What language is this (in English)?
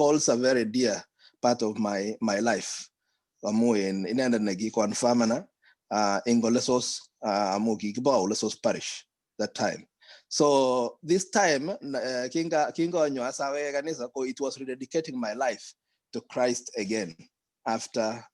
Kalenjin